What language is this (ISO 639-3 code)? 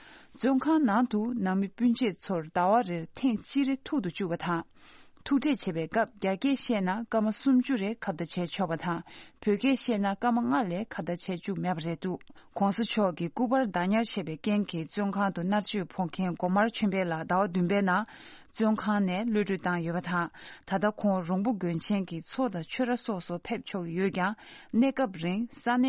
bod